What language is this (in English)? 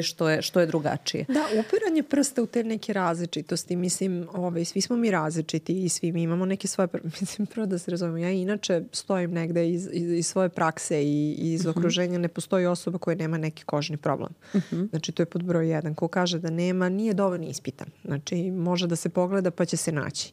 Serbian